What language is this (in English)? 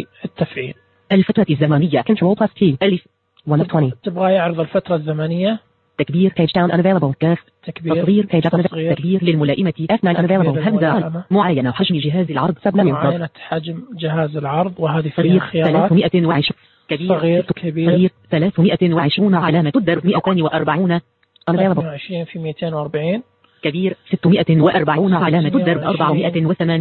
Najdi Arabic